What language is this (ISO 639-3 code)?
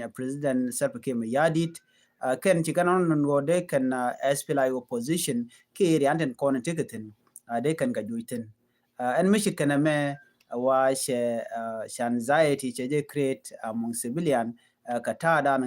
nus